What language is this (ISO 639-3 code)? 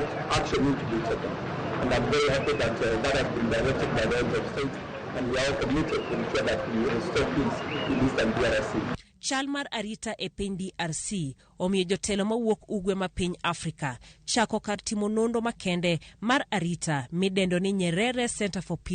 luo